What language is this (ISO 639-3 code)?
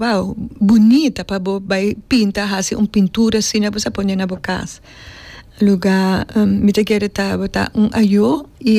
pap